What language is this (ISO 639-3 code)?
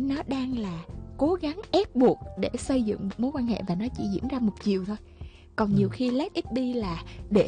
vie